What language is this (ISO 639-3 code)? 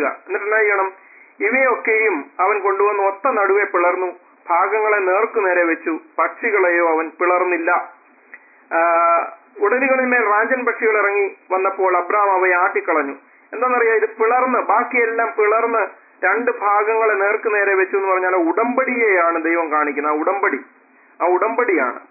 mal